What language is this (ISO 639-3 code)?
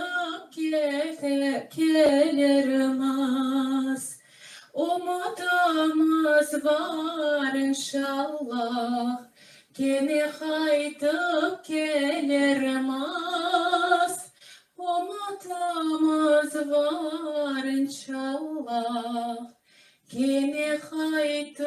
crh